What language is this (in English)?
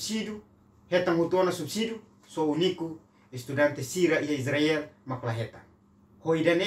Tetum